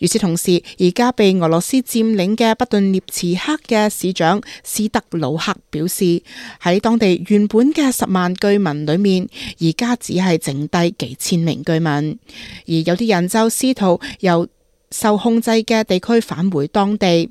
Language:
Cantonese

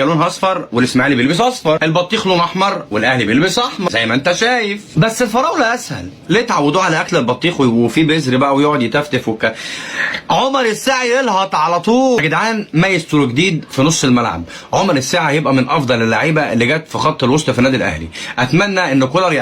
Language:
Egyptian Arabic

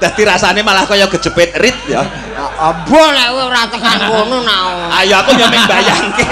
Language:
Javanese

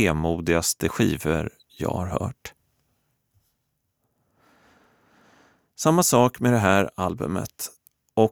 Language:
Swedish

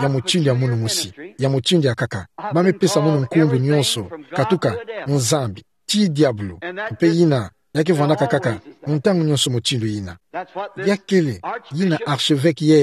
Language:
Kituba (Democratic Republic of Congo)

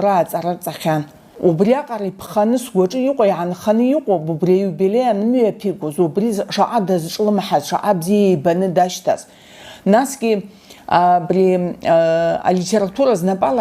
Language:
Abkhazian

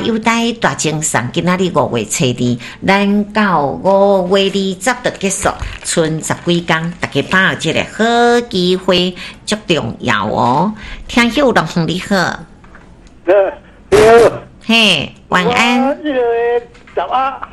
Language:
Min Nan Chinese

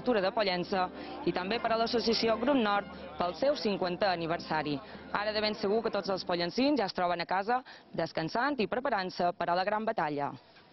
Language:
Catalan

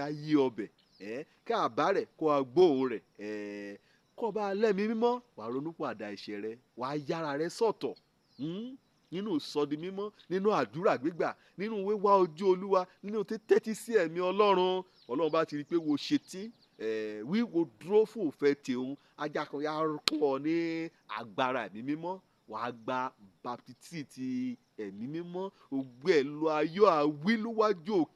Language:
Yoruba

